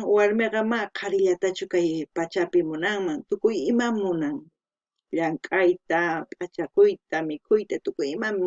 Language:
South Bolivian Quechua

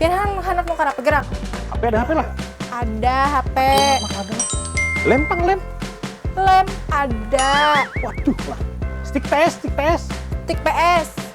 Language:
Banjar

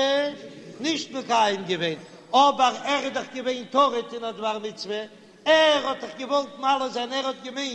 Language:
Yiddish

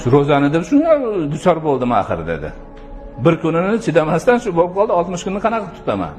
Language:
Uzbek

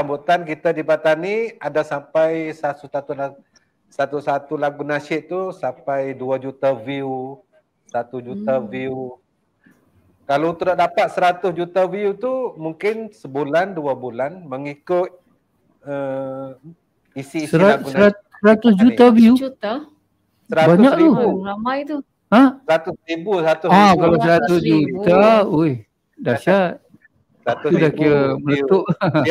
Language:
Malay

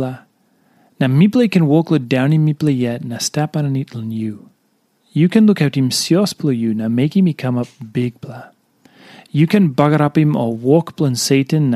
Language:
Tok Pisin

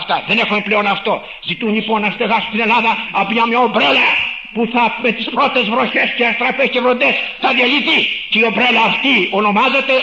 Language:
Greek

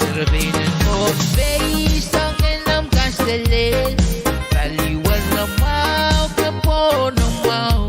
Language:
Pohnpeian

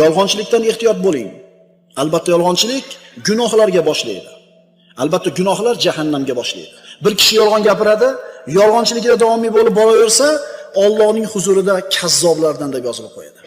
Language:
Uzbek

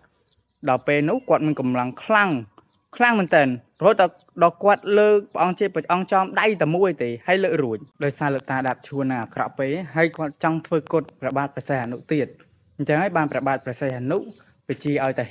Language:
Khmer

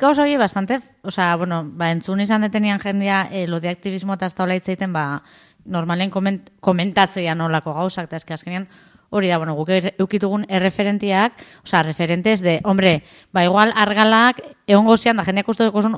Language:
Basque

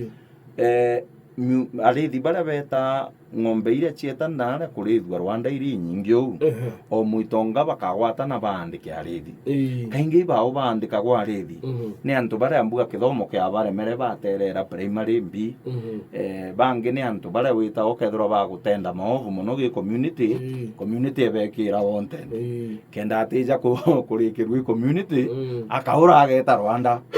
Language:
Meru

